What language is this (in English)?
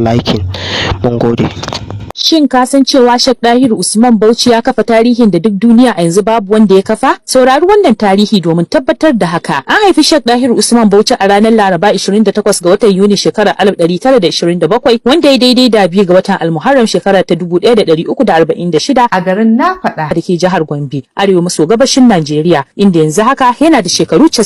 Hausa